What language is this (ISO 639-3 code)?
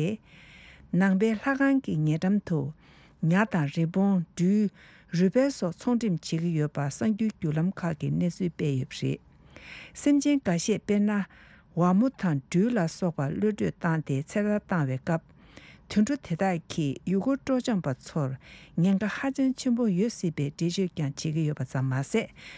bod